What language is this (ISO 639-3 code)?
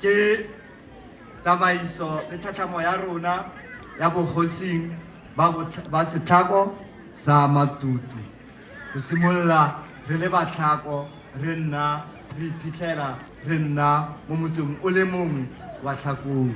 tsn